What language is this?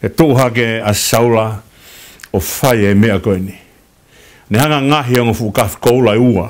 Tongan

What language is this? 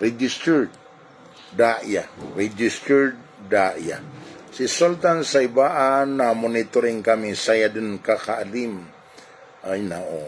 Maranao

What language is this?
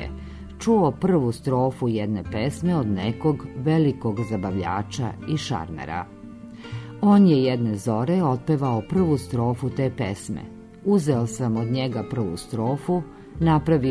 Serbian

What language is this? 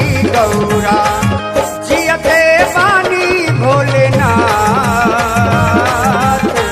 Bhojpuri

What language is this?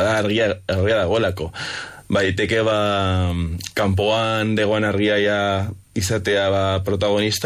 Basque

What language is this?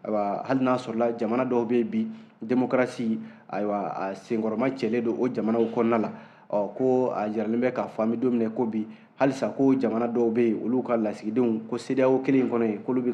Bambara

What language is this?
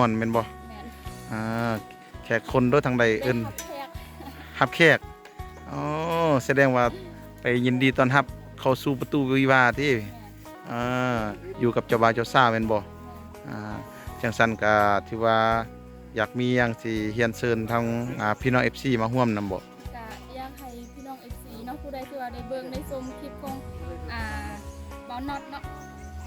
Lao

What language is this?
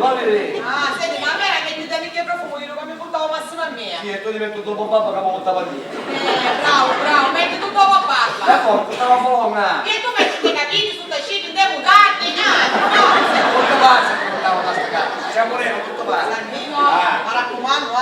Sicilian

